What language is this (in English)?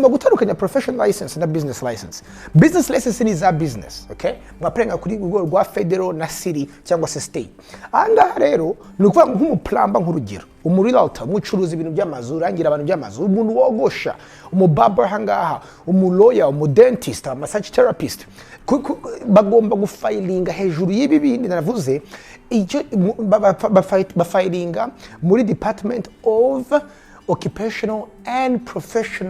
Kinyarwanda